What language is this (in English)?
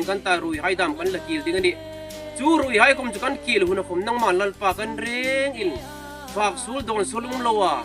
Hmar